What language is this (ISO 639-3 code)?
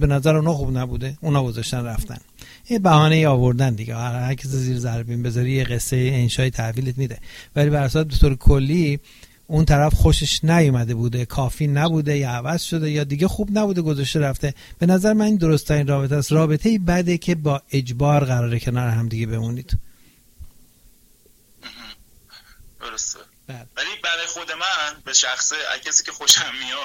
fas